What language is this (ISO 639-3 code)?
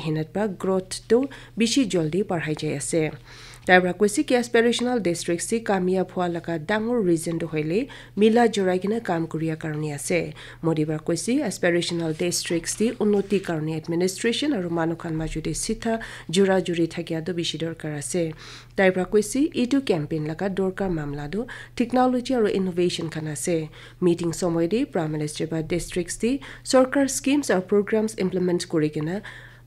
nag